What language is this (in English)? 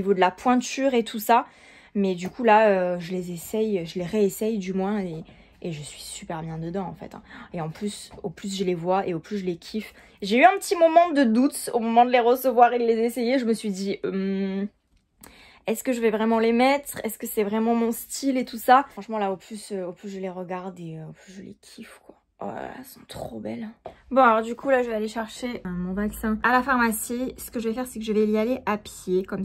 French